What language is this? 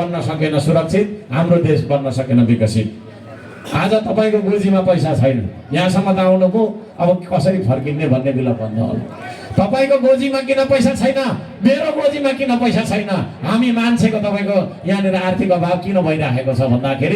Nepali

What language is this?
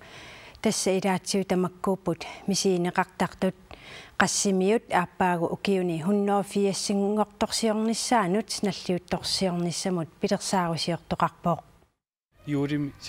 Kalaallisut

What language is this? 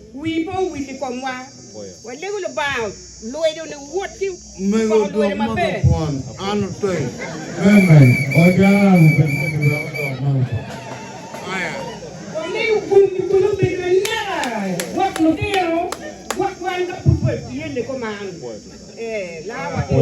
Acoli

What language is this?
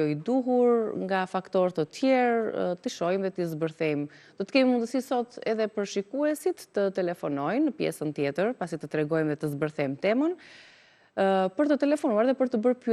Albanian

